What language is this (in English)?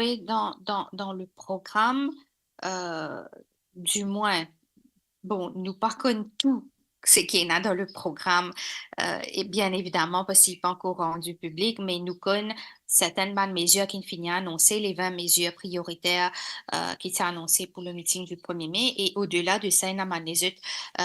Morisyen